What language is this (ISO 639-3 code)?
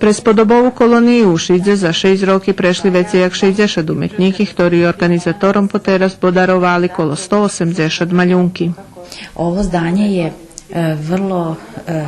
rue